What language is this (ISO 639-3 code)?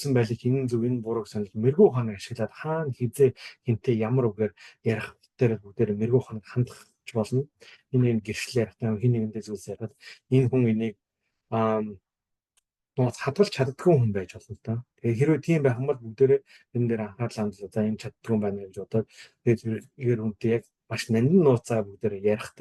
mon